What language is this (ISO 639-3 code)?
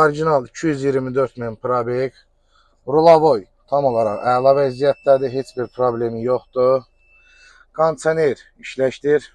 aze